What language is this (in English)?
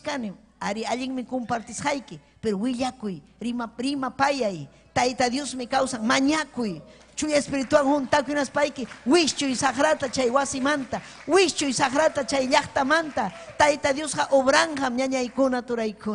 Ayacucho Quechua